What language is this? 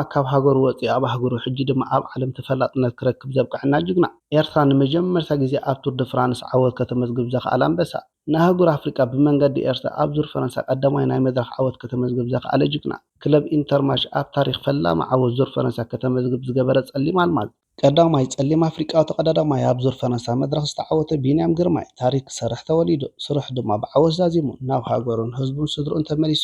Tigrinya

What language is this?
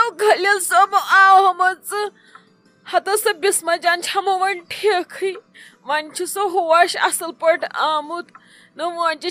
Kashmiri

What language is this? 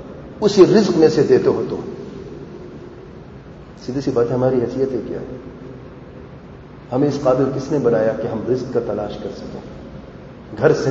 Urdu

